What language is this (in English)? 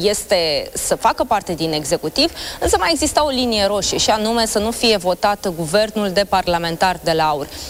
Romanian